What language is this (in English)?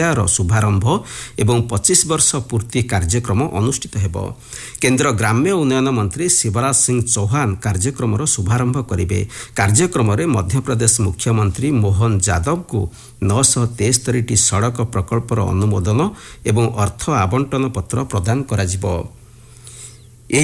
Odia